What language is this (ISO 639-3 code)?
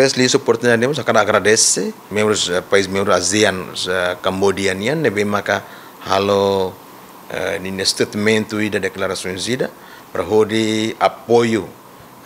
tet